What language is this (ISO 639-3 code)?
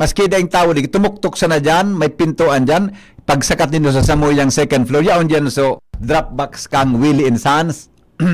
bik